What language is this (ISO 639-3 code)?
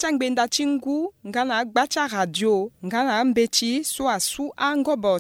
sag